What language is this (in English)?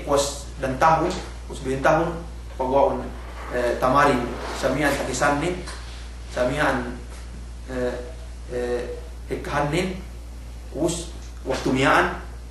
Yakan